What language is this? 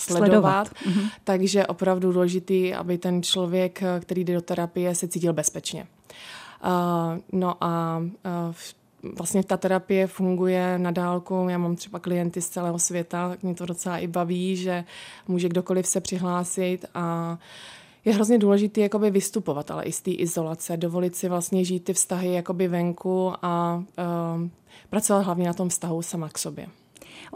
Czech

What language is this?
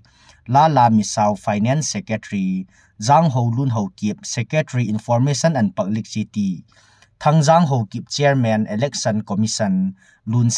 Thado Chin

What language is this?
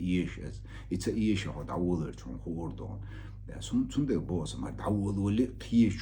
Chechen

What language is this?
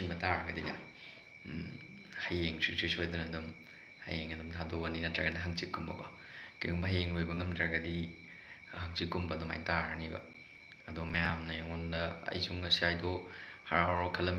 Manipuri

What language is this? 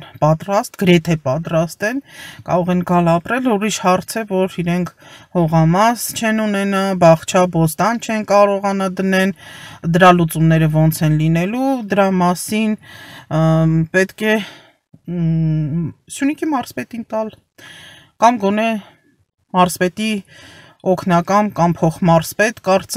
Armenian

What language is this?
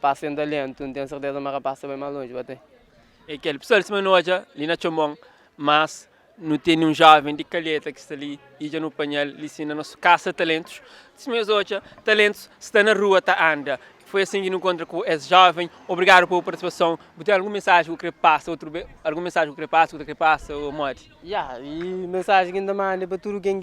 Kabuverdianu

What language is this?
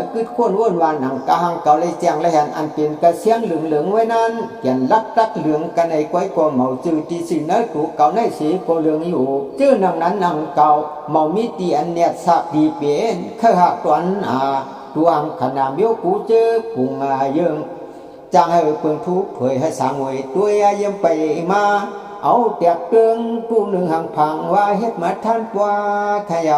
Shan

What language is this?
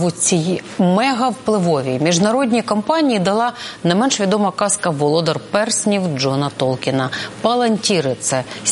Ukrainian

